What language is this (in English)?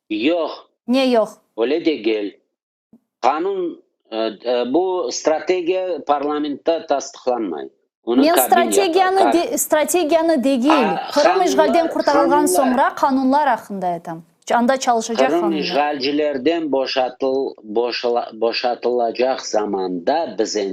Crimean Tatar